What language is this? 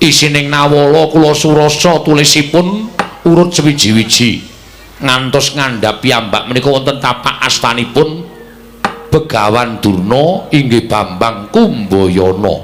Javanese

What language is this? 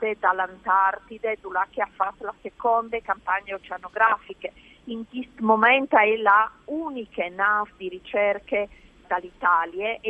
Friulian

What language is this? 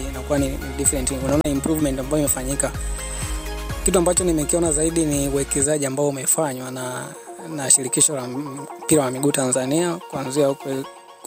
Swahili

